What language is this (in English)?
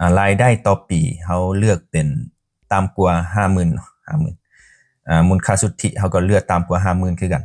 Lao